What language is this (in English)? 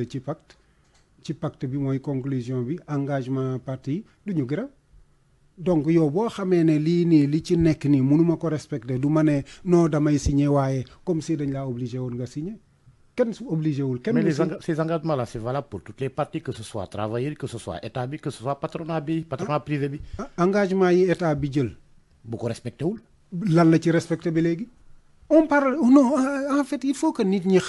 Wolof